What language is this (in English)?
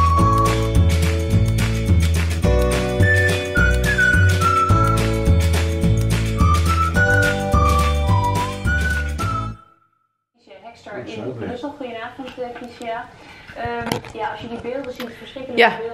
Dutch